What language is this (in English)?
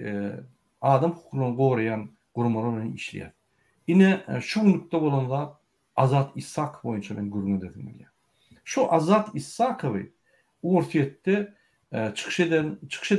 Turkmen